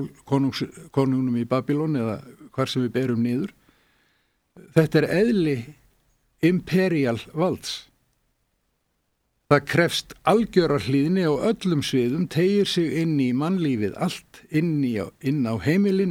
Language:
Icelandic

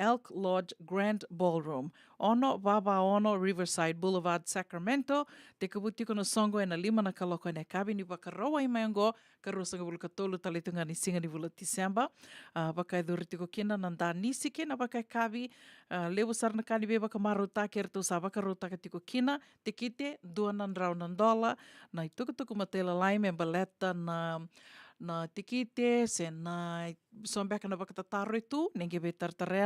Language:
Fijian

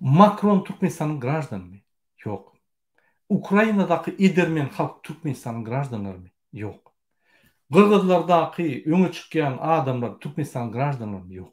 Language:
Turkmen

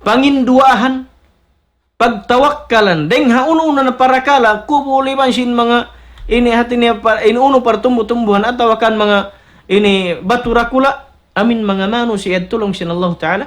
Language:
Tausug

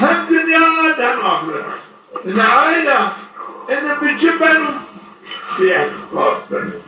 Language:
Zaza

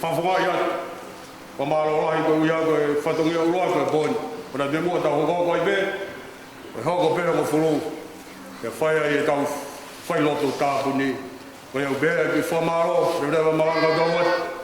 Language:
Tongan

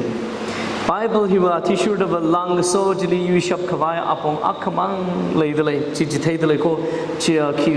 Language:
Tangkhul Naga (India)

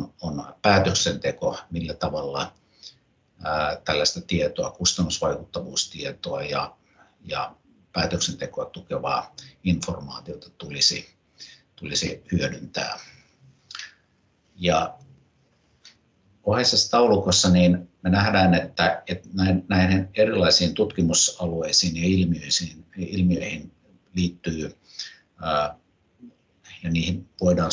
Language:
Finnish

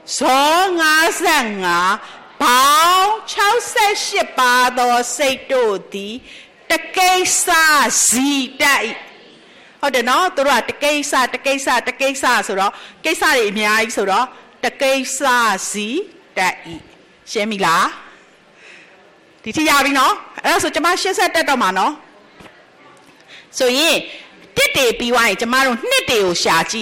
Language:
Burmese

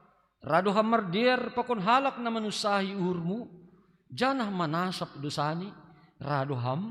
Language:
Batak Simalungun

